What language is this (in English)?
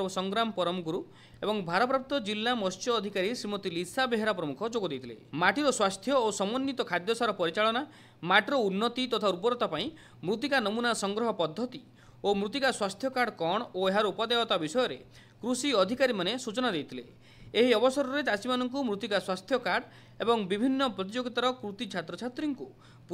Odia